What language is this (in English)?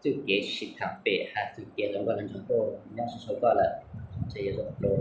Hmong